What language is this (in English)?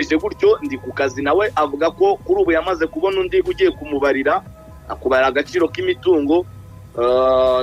Kinyarwanda